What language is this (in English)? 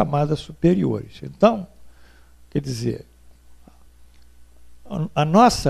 Portuguese